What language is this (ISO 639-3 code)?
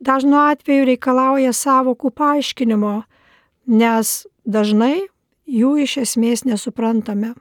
lit